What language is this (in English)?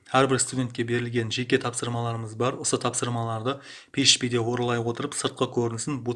Kara-Kalpak